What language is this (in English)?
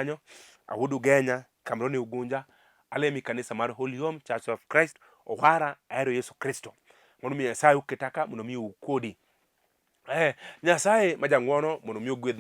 Luo (Kenya and Tanzania)